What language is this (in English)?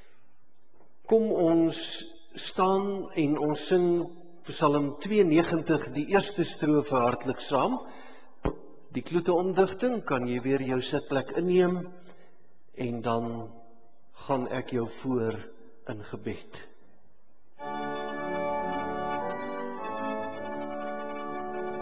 Afrikaans